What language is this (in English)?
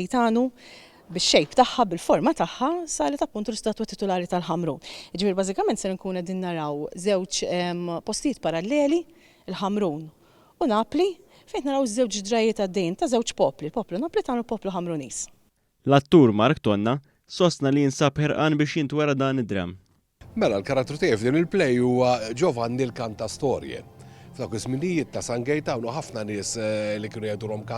Maltese